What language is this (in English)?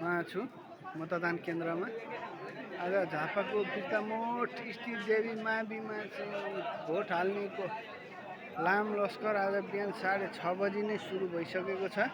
Nepali